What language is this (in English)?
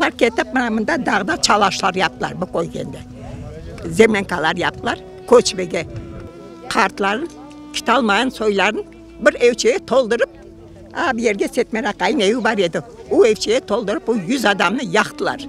Crimean Tatar